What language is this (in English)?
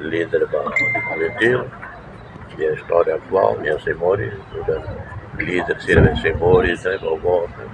Tetum